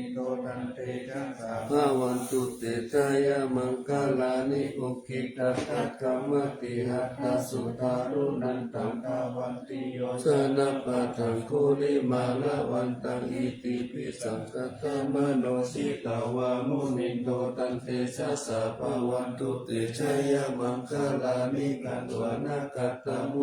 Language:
Pali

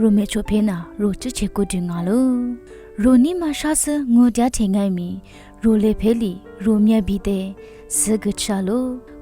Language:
Lisu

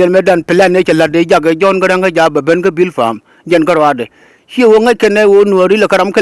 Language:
Nuer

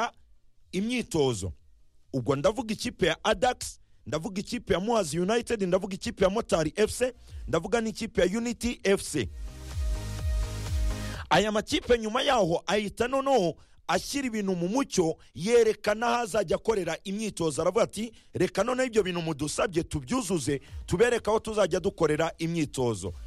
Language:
Kinyarwanda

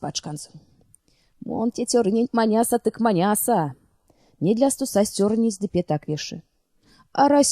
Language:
Erzya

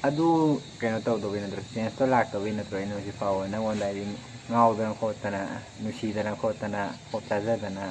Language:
Manipuri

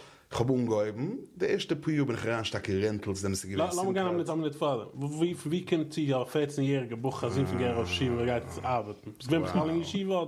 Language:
Yiddish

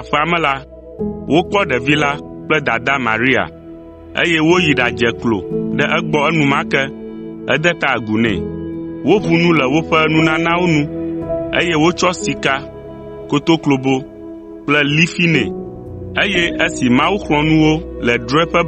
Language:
Ewe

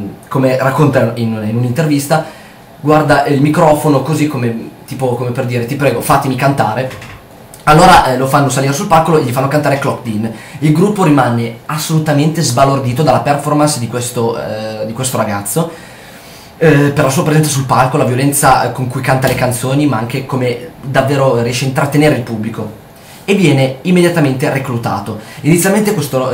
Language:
Italian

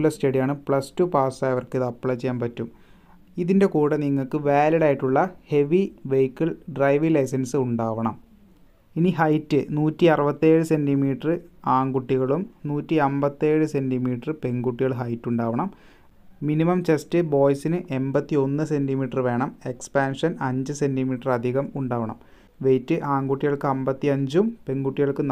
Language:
Malayalam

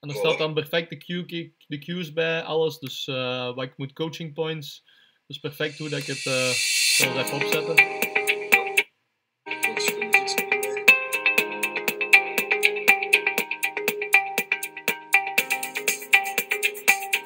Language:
Dutch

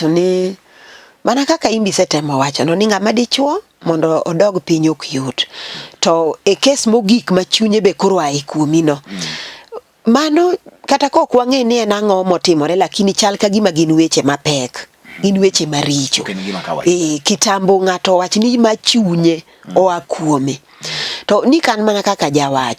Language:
Luo (Kenya and Tanzania)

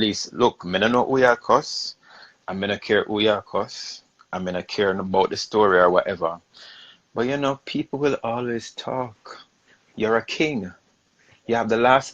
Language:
Jamaican Creole English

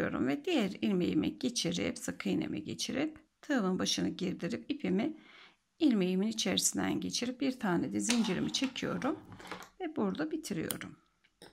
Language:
Turkish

